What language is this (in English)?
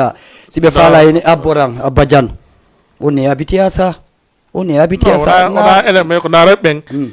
Fula